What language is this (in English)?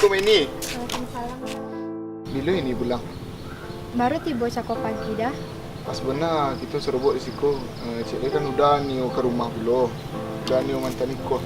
Minangkabau